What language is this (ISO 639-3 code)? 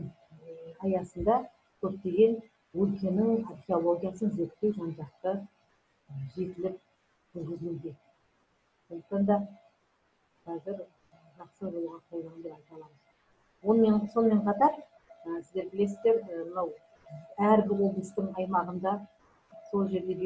kaz